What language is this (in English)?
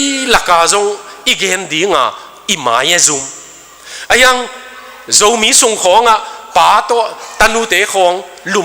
Tedim Chin